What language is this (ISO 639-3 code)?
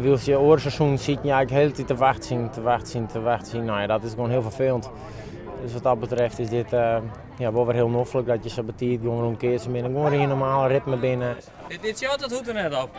fry